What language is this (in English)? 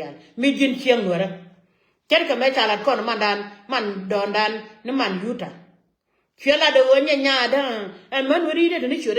Nuer